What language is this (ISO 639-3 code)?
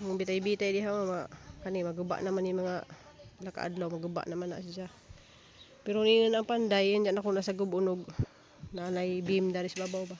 ceb